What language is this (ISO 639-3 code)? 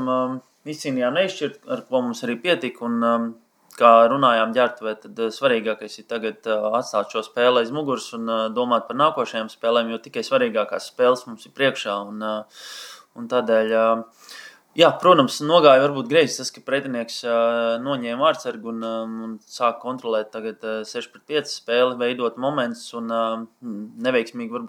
lav